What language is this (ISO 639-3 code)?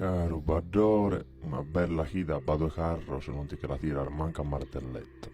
srd